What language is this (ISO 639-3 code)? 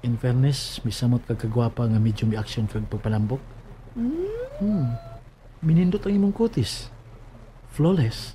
ceb